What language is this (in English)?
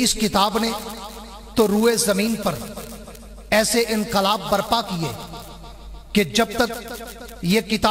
Urdu